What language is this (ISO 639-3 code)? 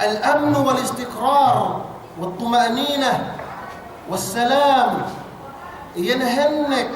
yka